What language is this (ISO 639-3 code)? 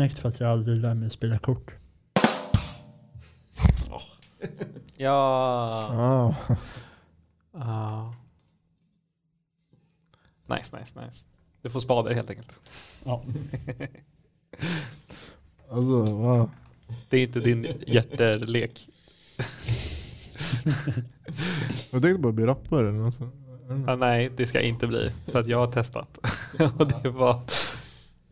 swe